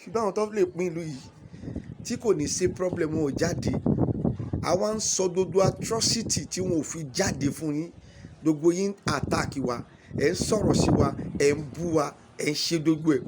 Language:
Yoruba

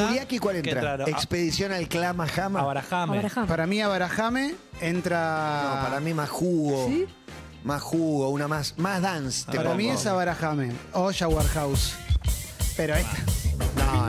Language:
Spanish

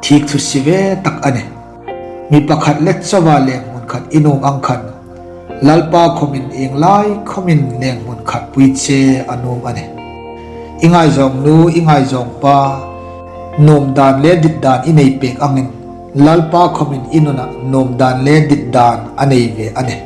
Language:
Hmar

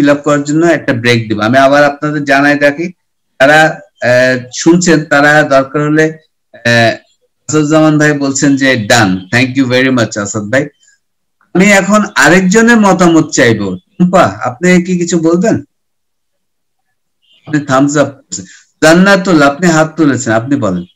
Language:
Bangla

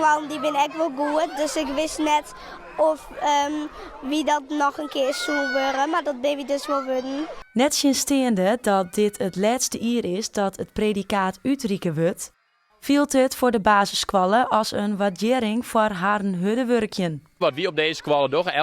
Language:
Western Frisian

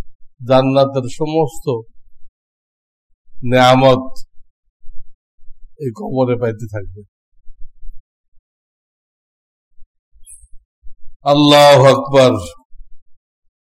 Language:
Bangla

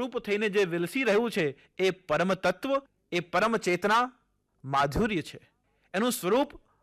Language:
Gujarati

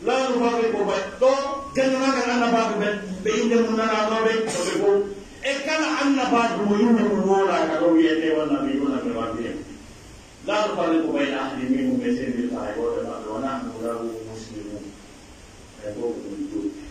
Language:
Pular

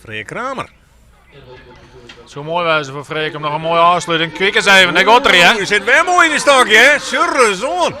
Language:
Western Frisian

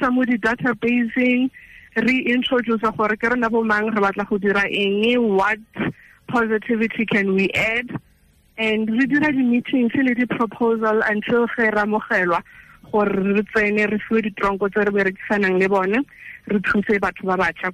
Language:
Tswana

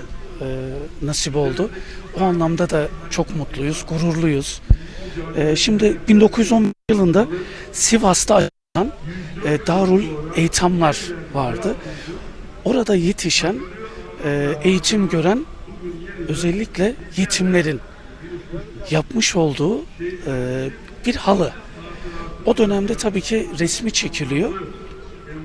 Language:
Turkish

